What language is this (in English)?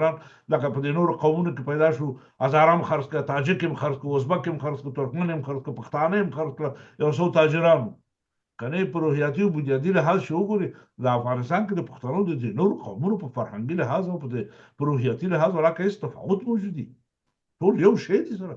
Pashto